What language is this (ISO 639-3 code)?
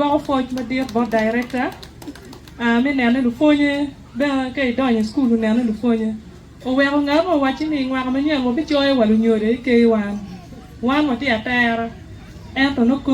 ach